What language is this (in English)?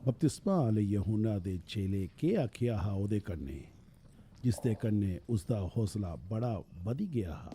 Dogri